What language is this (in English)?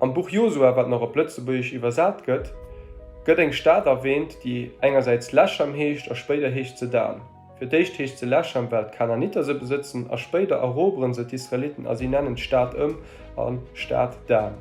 Luxembourgish